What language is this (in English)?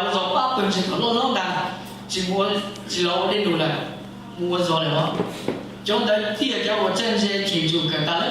Hmong